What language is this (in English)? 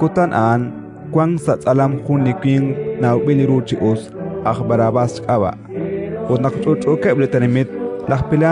Kekchí